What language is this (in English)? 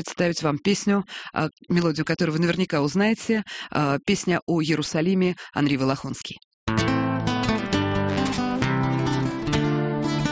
Russian